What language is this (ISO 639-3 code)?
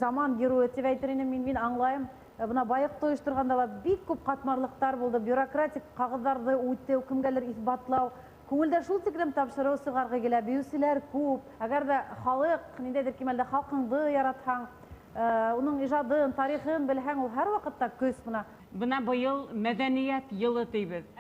bak